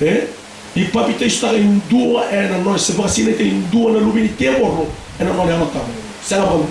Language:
Fijian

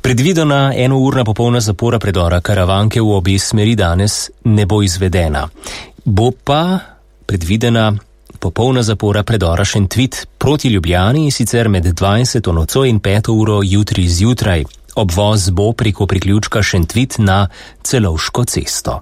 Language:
Slovenian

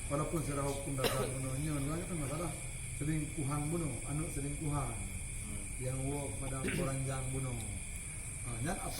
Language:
Achinese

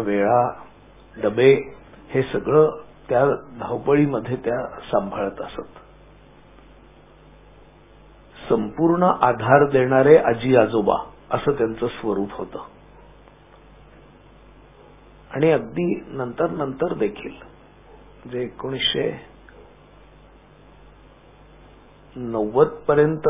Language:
Marathi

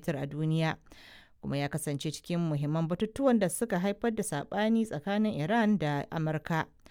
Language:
Hausa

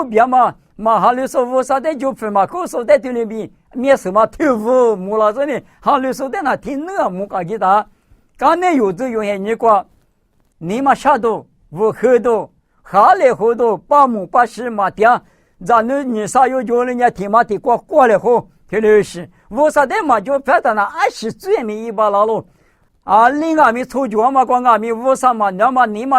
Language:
Lisu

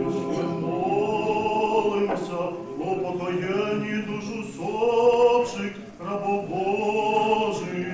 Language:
Rusyn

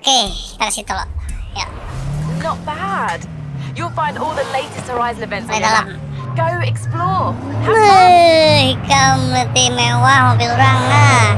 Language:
Banjar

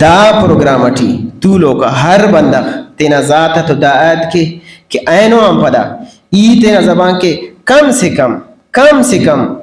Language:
Brahui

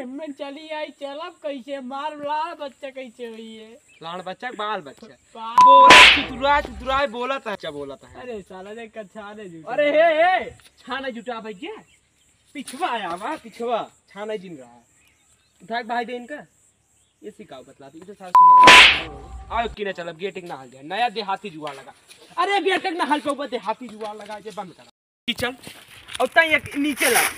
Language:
Bhojpuri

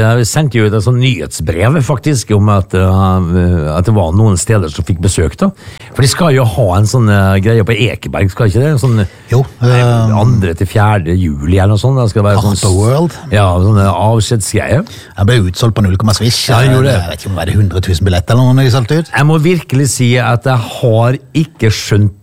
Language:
Norwegian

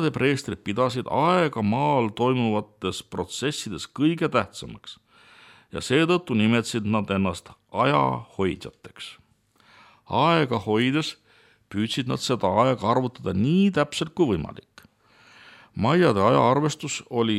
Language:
Estonian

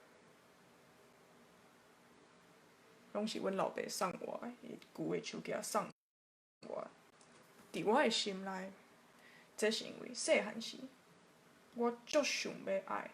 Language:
Min Nan Chinese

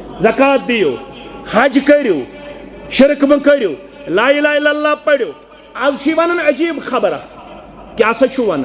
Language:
Kashmiri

